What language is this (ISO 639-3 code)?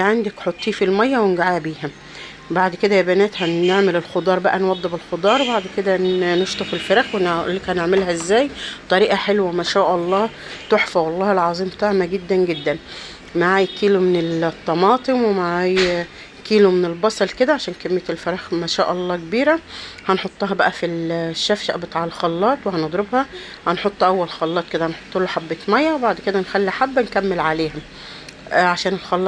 arz